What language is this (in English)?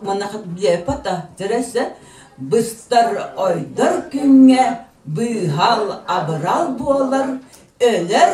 Yakut